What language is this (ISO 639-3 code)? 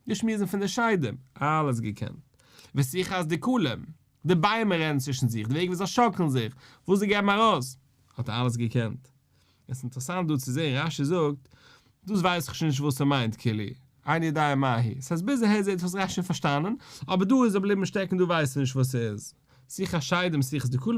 yid